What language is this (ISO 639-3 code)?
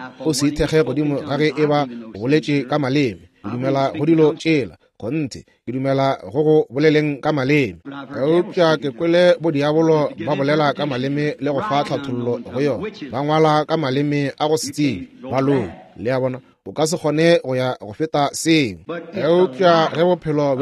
nso